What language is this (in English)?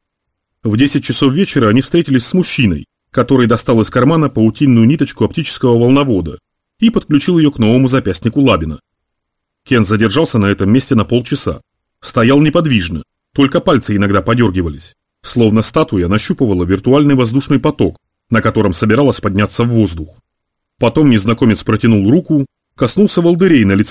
Russian